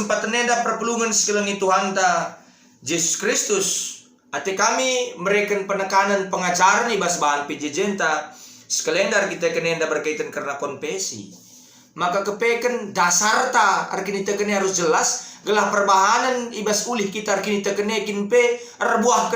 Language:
Batak Karo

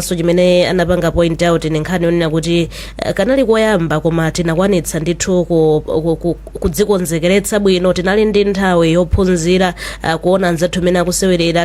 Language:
Nyanja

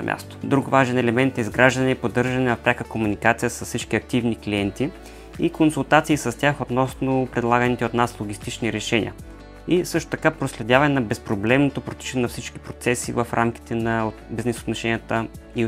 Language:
Bulgarian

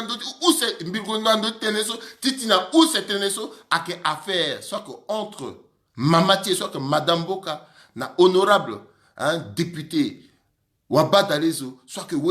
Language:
Sango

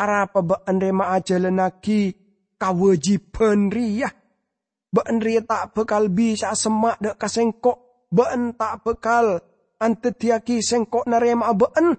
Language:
Madurese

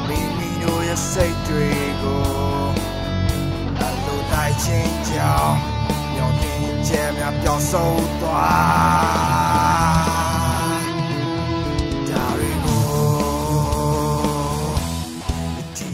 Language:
Burmese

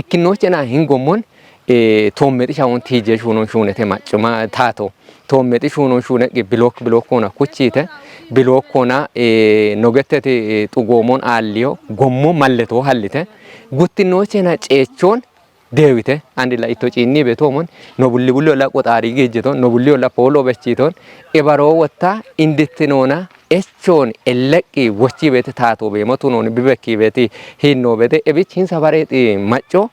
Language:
Kafa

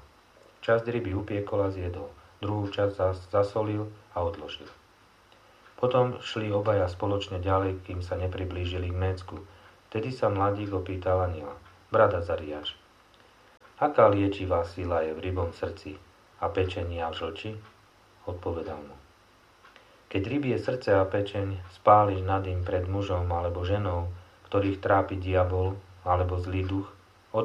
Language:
Slovak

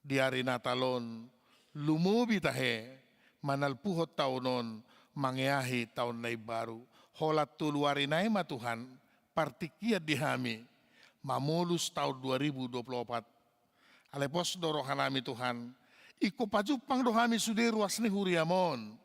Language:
Batak Toba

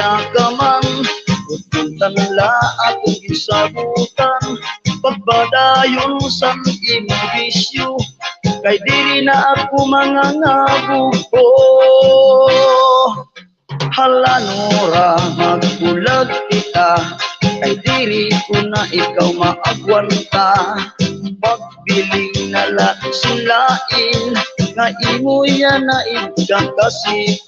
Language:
Waray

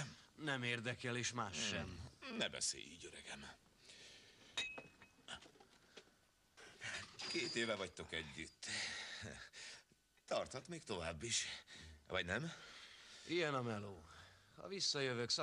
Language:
Hungarian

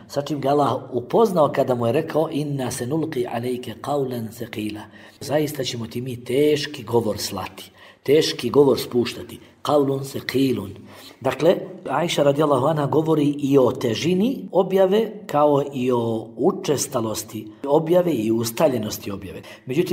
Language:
Bosnian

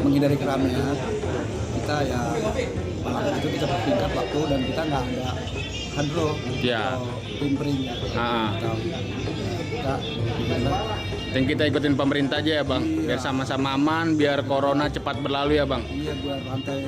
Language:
Betawi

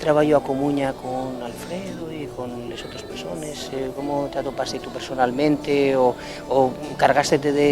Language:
Asturian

